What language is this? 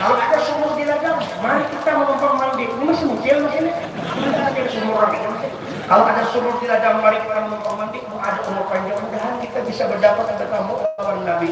Banjar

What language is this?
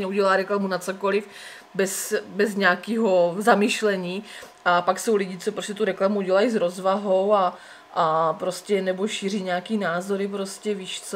Czech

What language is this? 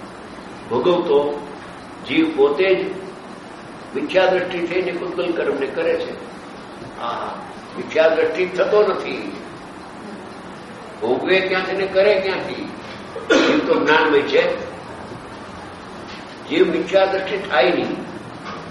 Gujarati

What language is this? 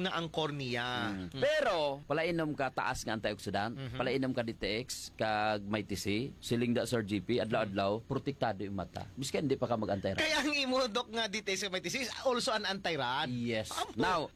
Hiligaynon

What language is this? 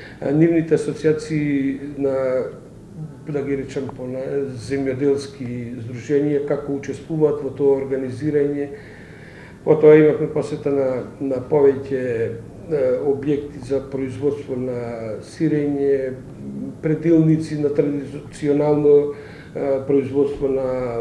Macedonian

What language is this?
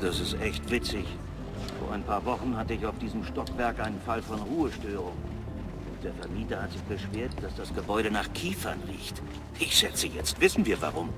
Bavarian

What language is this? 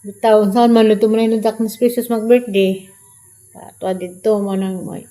Cebuano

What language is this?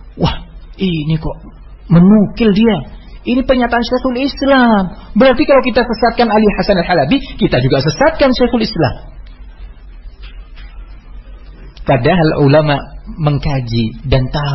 Indonesian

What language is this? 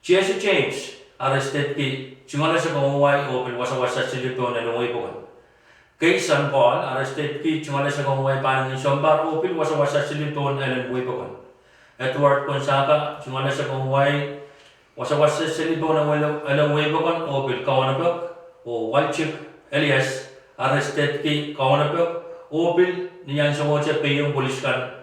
Pohnpeian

